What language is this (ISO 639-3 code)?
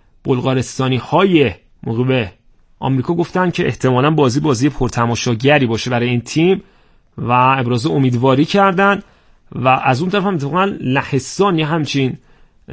fas